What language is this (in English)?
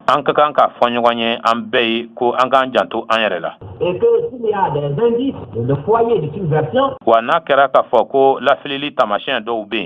Bambara